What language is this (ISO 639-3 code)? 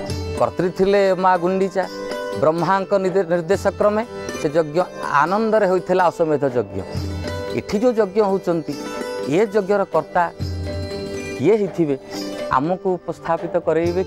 ori